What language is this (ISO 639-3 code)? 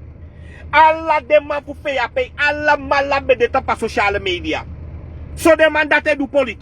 srn